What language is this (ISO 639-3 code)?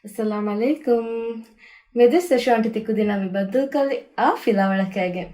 div